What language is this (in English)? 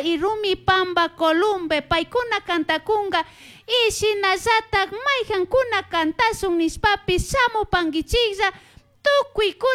Chimborazo Highland Quichua